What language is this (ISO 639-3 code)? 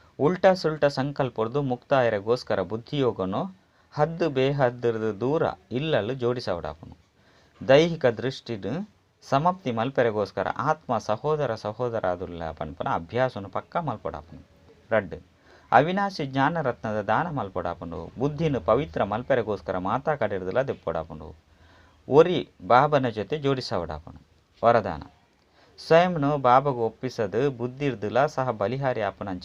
tcy